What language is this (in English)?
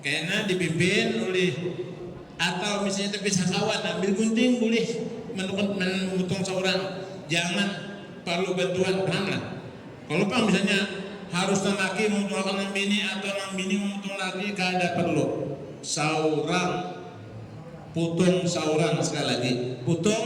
Banjar